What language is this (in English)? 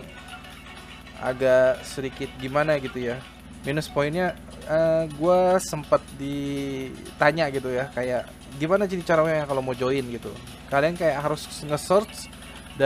Indonesian